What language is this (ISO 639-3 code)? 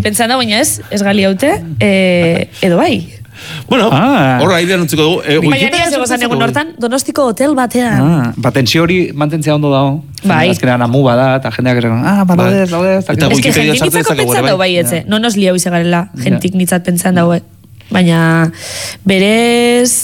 eus